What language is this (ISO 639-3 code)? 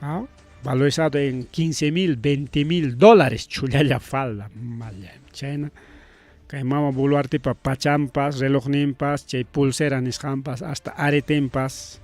quy